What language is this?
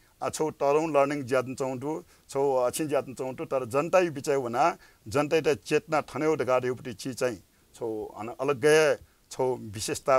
Newari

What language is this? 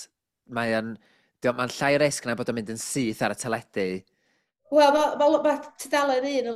Welsh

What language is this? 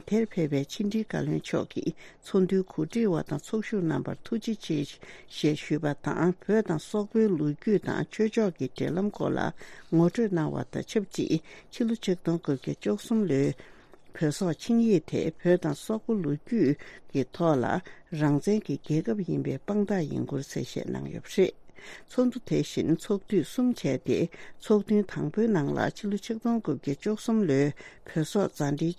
Tibetan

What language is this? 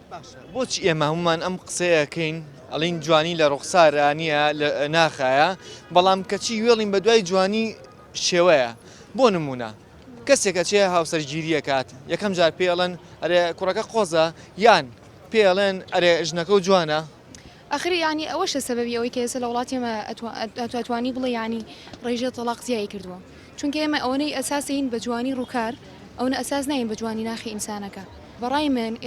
Central Kurdish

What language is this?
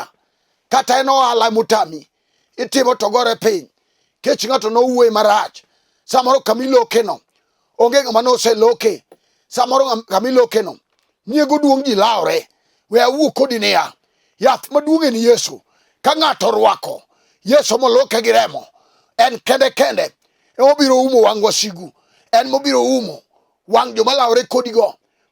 Luo (Kenya and Tanzania)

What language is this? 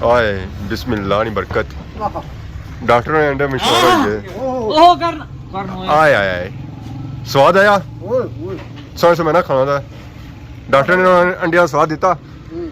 Pahari-Potwari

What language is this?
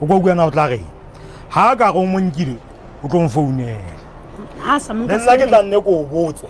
Southern Sotho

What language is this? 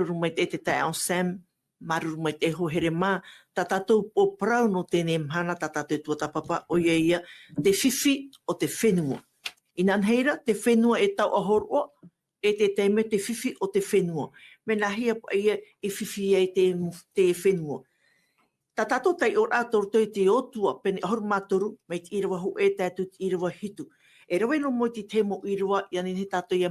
Tahitian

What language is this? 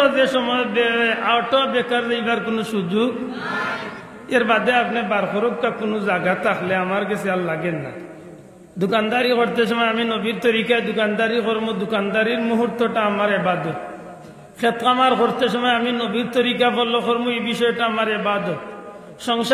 Sylheti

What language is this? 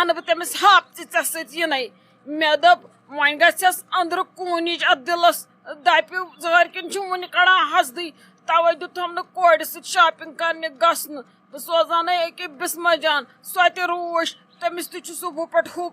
Kashmiri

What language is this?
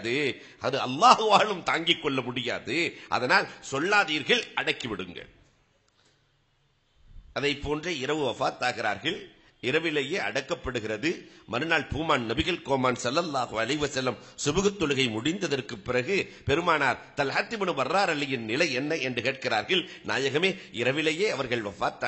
Tamil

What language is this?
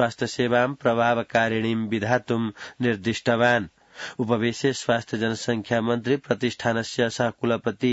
Sanskrit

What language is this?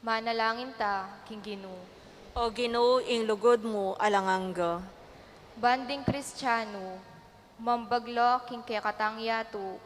Pampanga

